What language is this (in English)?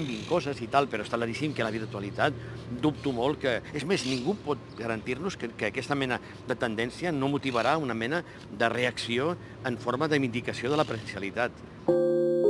Catalan